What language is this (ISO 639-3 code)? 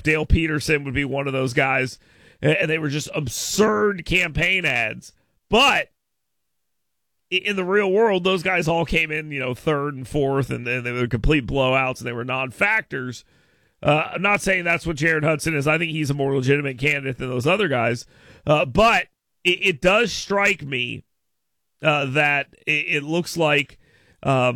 eng